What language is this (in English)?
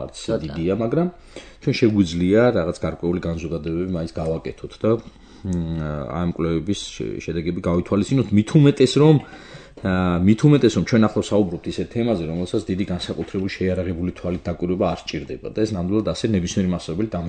Georgian